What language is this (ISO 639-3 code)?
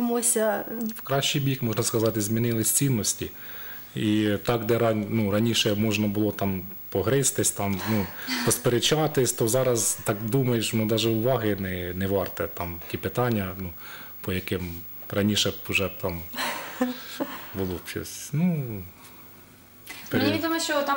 ukr